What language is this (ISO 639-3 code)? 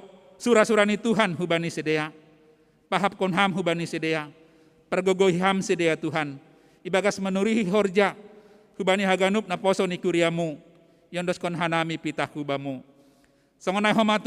bts